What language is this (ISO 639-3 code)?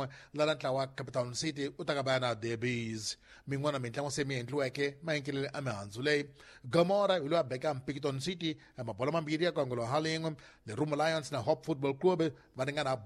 tso